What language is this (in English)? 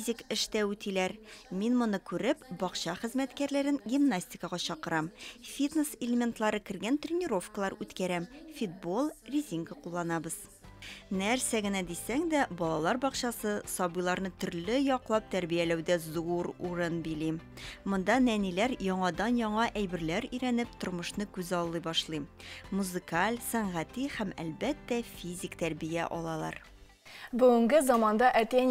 Tatar